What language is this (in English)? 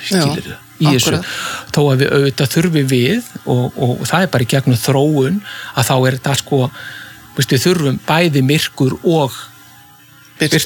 Icelandic